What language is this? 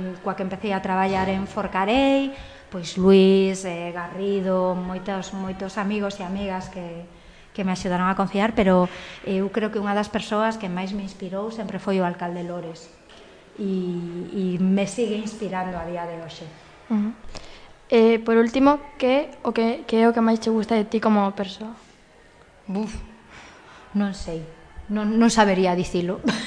Galician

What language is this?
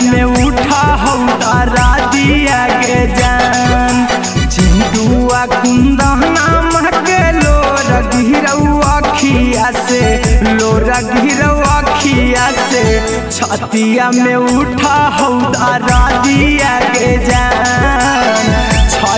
Bhojpuri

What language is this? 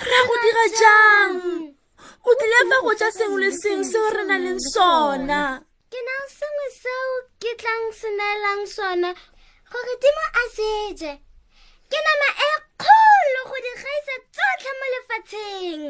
Tswana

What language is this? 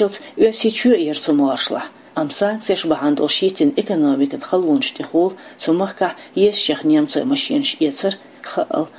Chechen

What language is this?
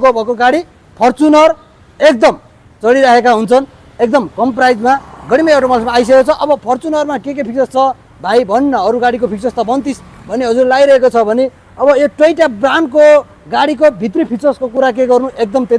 Nepali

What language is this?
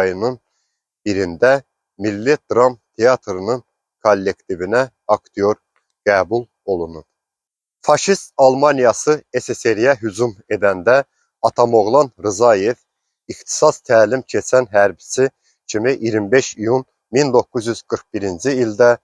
Azerbaijani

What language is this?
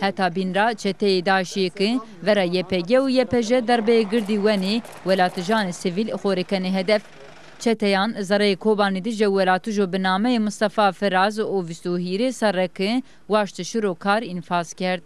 Zaza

